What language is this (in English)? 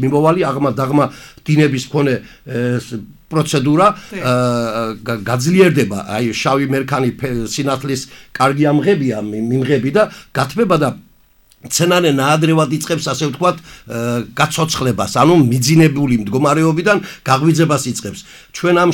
Georgian